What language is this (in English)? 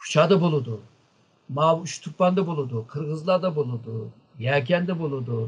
Uyghur